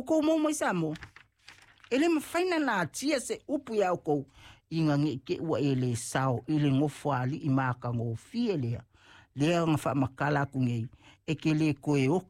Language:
Samoan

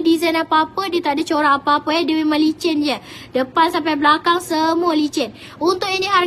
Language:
Malay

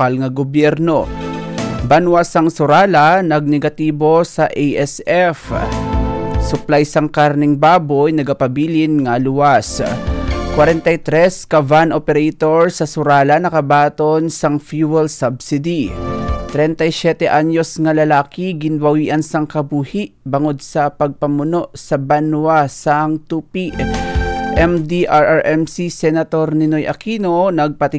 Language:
Hiligaynon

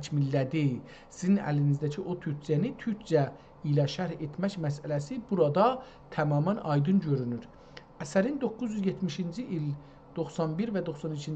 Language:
South Azerbaijani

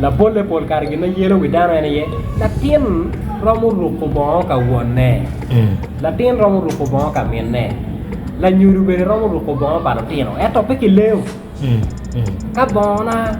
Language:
Acoli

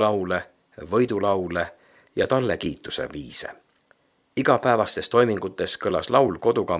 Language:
Estonian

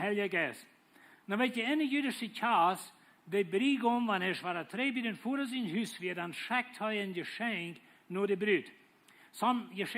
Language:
Plautdietsch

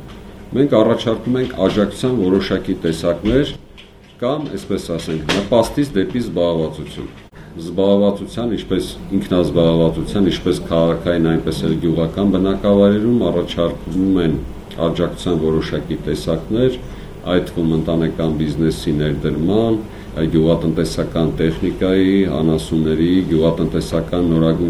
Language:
Armenian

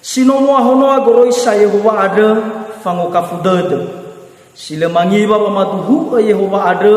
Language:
Nias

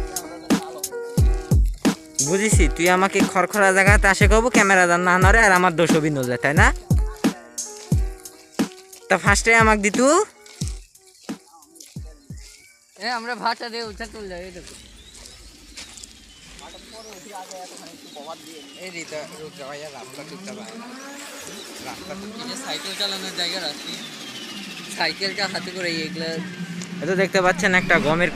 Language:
Bangla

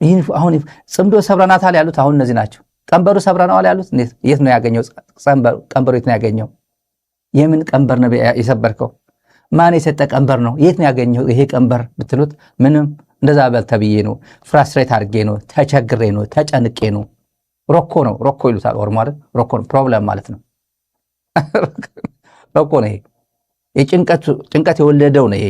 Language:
Amharic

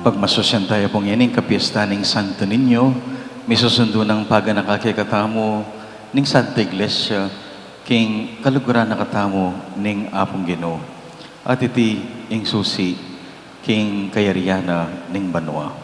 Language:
Pampanga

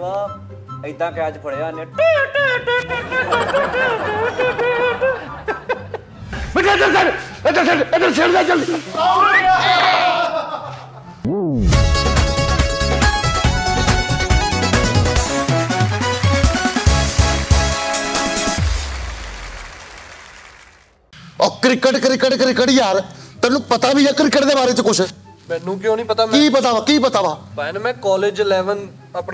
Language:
Punjabi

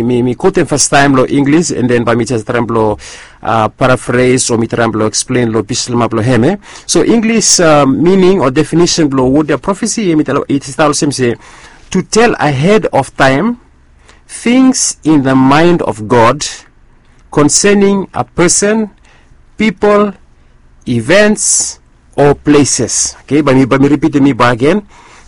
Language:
Bislama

